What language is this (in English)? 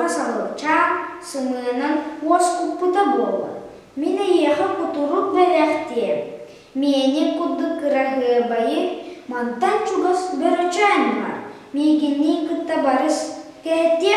Yakut